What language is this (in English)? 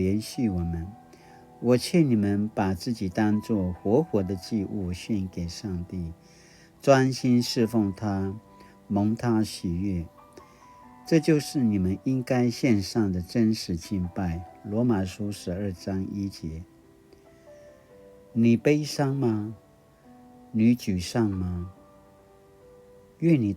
Paiwan